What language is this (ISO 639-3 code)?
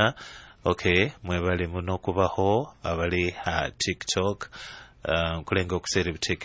nyo